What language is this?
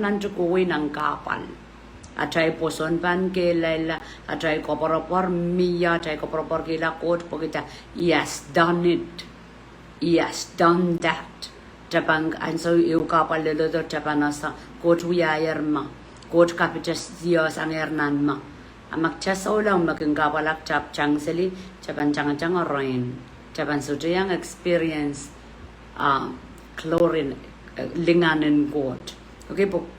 Pohnpeian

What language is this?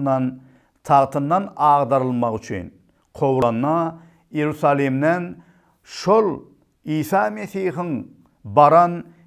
Turkmen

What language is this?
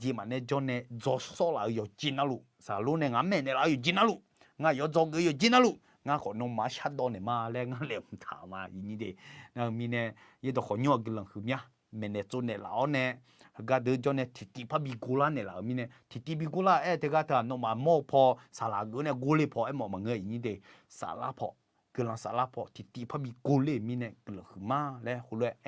Akha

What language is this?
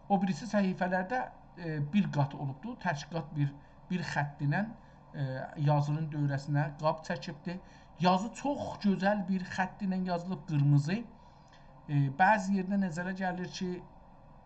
South Azerbaijani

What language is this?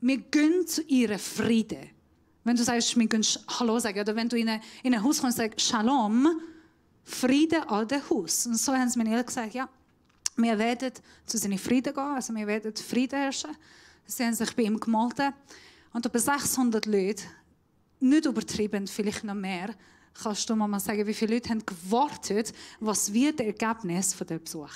Swiss German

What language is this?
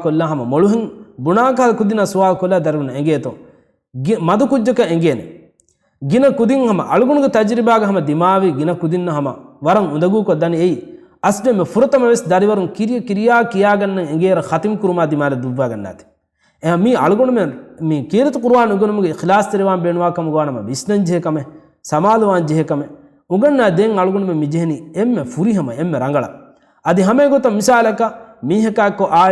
Divehi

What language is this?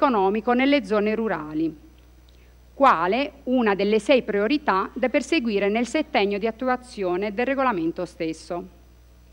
Italian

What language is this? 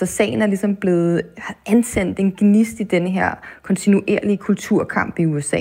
Danish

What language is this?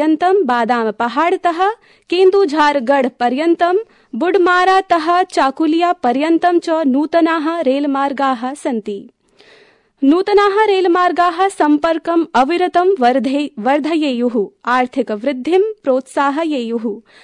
Sanskrit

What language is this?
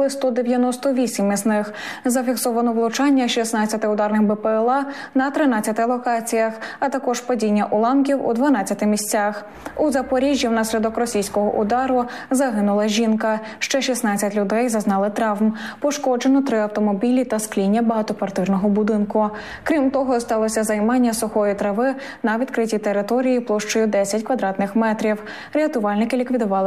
Ukrainian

